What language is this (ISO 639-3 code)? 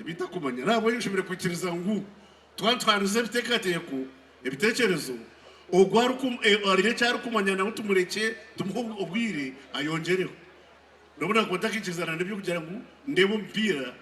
nyn